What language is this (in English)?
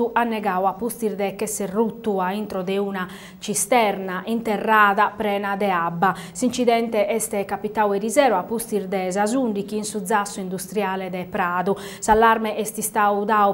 Sardinian